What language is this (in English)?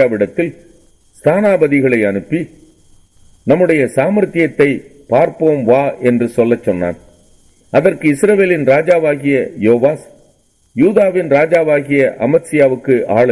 Tamil